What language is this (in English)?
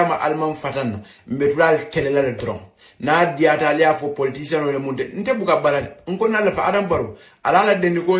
Hausa